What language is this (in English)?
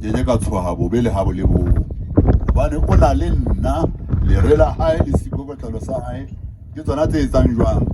Southern Sotho